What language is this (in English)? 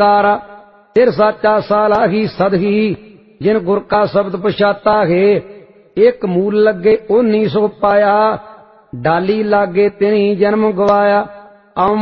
Punjabi